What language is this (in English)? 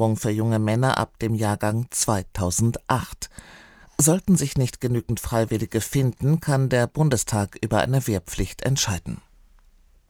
German